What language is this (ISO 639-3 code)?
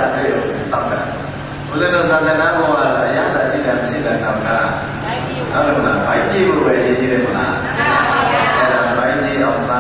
mya